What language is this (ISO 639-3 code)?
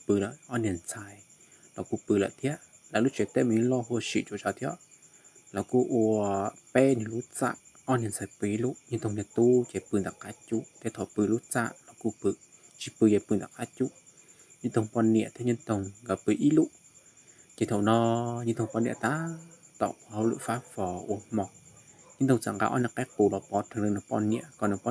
hmn